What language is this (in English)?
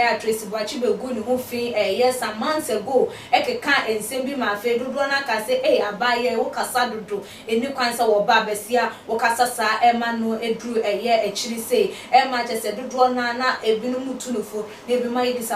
Akan